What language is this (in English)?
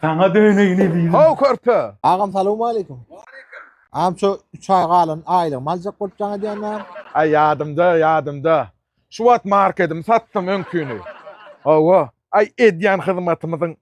Turkmen